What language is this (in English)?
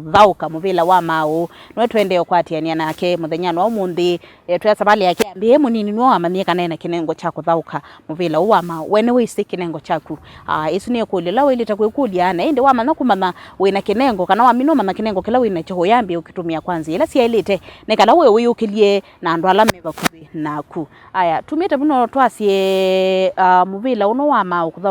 Kamba